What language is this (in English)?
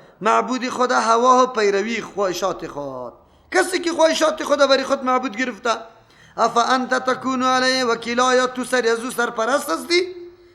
Persian